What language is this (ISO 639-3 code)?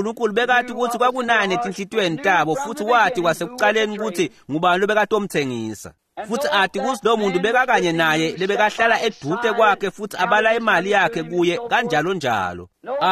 ssw